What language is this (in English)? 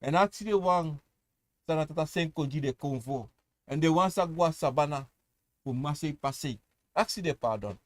Sranan Tongo